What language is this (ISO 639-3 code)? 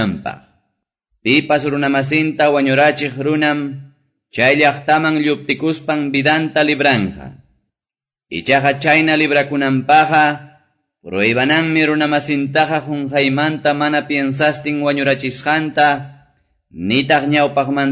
que